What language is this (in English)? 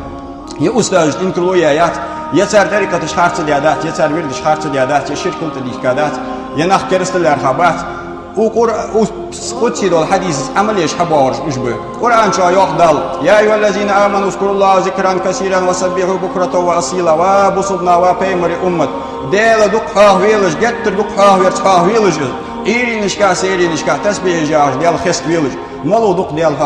Ingush